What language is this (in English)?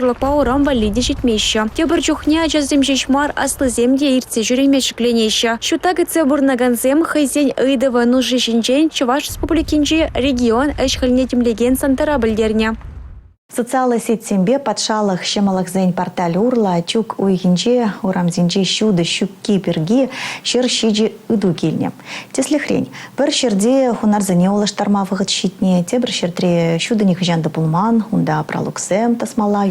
Chuvash